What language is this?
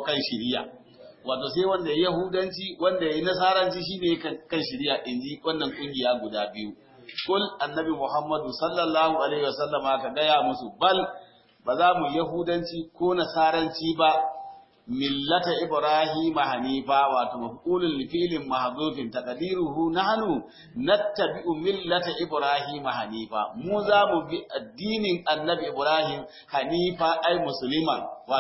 Hausa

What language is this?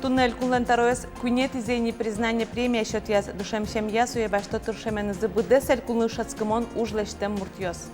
Udmurt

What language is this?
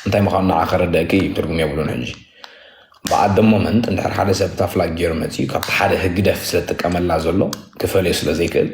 Tigrinya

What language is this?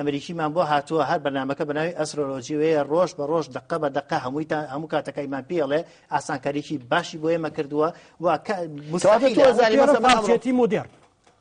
Central Kurdish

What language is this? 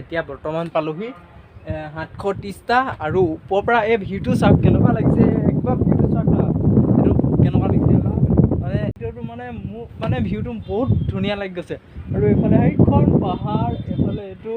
Assamese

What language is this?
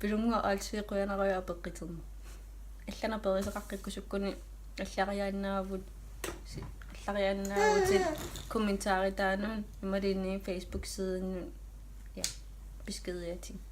Kalaallisut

